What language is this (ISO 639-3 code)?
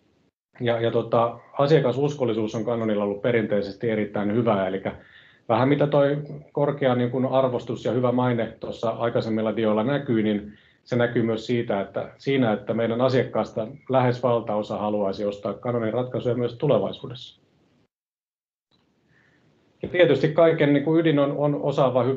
fin